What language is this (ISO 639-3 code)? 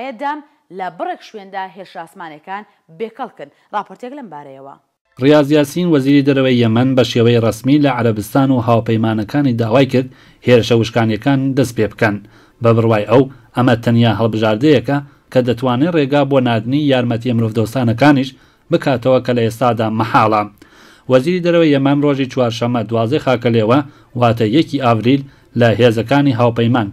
ckb